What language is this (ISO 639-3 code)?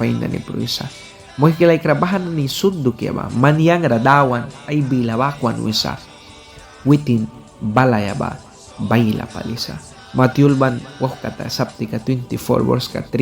miq